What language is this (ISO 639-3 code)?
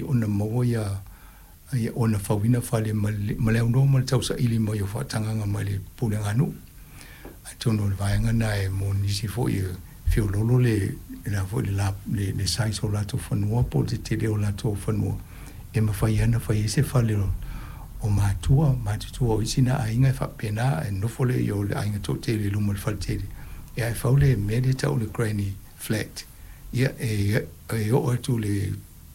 smo